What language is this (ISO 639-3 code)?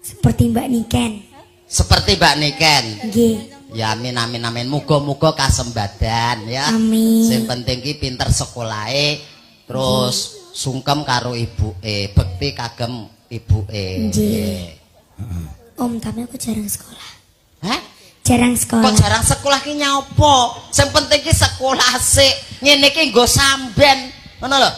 jav